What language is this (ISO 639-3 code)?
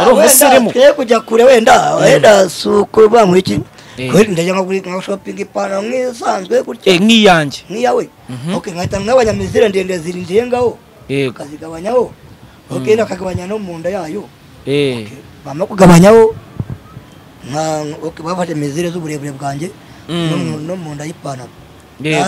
kin